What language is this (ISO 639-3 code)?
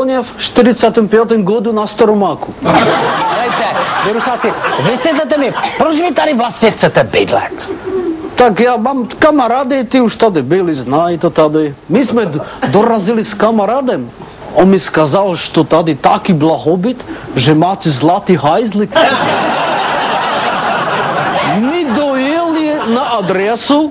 ces